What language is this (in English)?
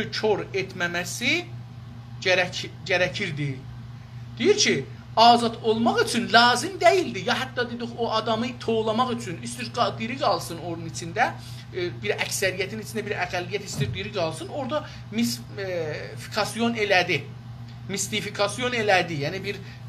South Azerbaijani